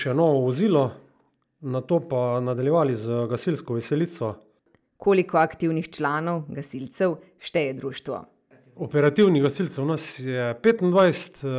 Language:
Slovenian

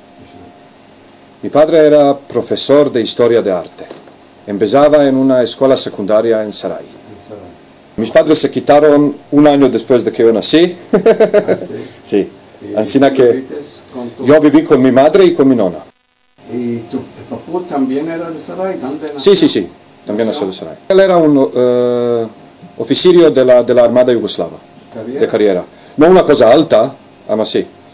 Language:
Ladino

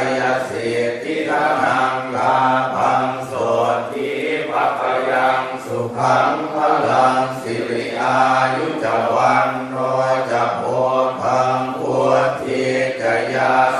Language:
Pali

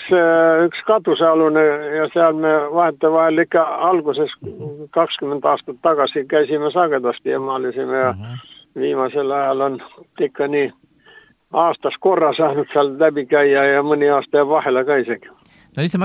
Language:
Estonian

